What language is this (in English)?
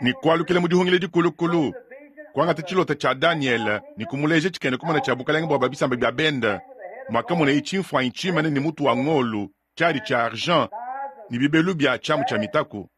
Luba-Lulua